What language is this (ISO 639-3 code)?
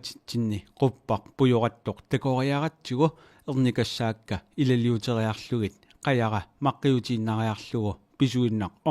kal